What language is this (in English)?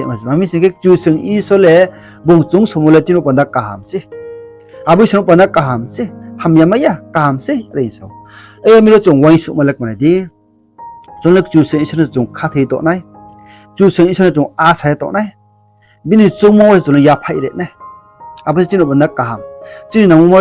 Riang (India)